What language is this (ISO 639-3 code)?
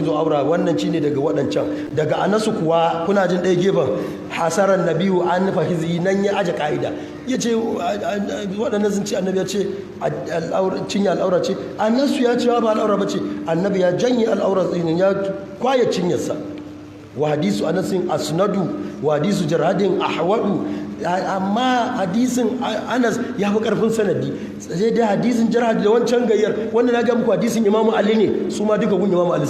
hau